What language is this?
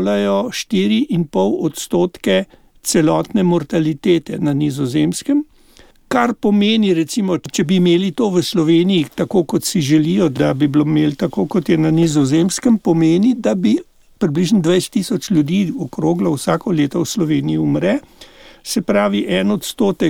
Slovenian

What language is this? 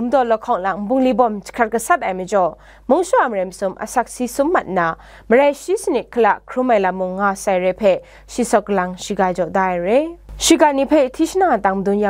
Kachin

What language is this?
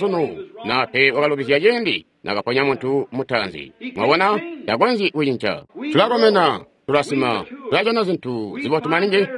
Tonga (Zambia)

